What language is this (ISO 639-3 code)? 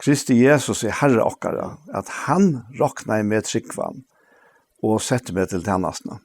fao